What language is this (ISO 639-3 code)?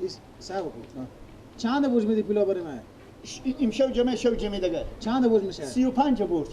fas